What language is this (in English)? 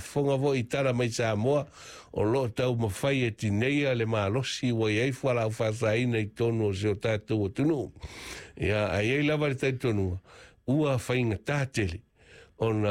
Samoan